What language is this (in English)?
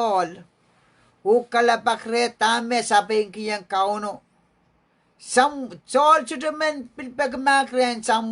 Pohnpeian